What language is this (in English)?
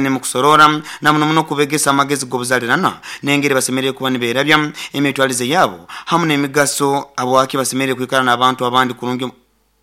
Nyoro